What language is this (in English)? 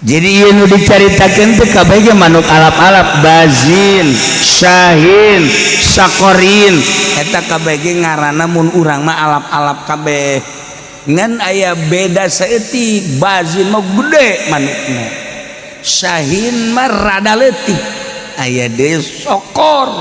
Sundanese